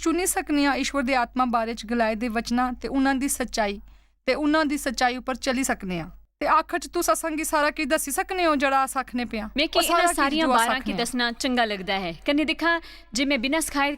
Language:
Dogri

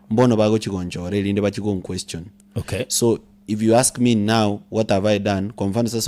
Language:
Gusii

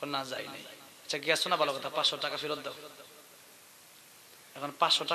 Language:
Bangla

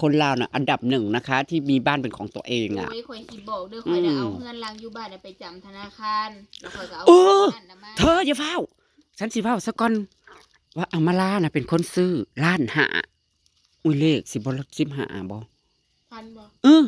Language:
Northeastern Thai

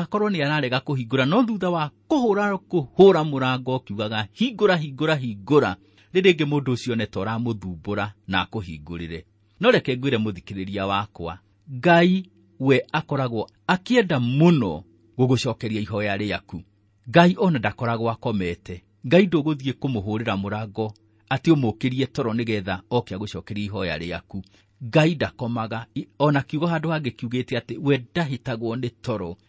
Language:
Kikuyu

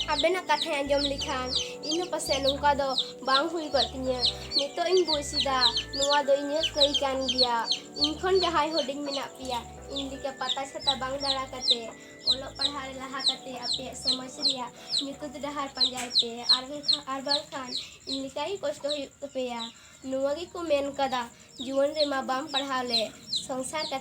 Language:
Santali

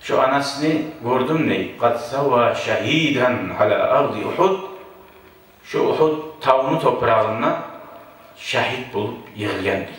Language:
Kumyk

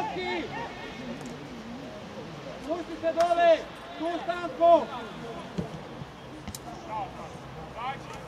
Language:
Croatian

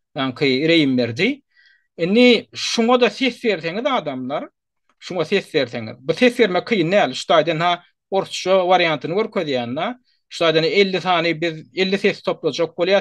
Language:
Turkmen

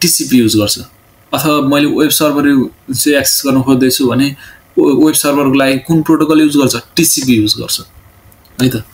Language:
Nepali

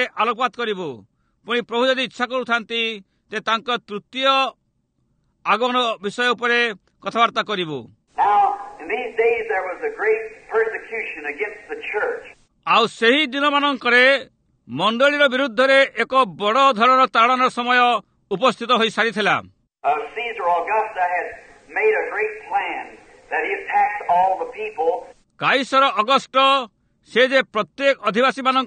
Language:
Odia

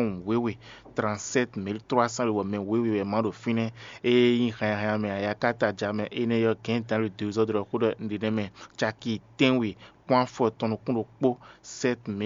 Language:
Fon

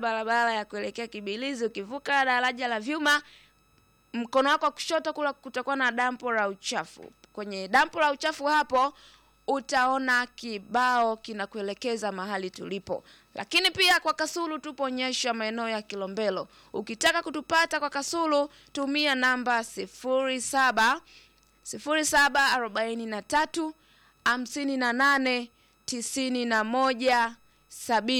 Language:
Swahili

